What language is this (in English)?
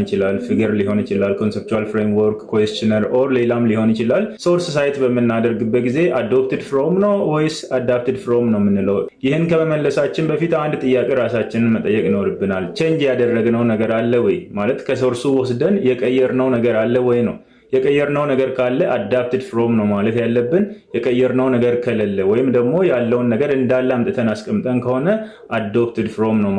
Amharic